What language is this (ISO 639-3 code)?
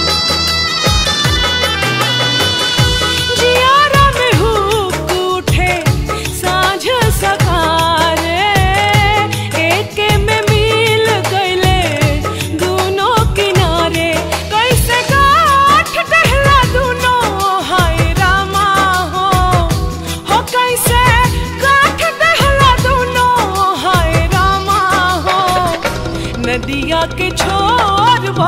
bho